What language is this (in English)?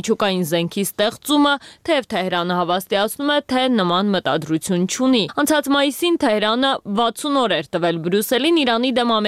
Armenian